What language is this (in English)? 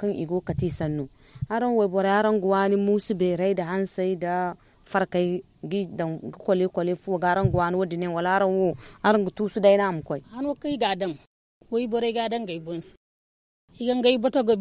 Zarma